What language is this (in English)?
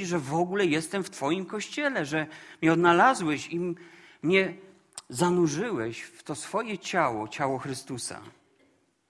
Polish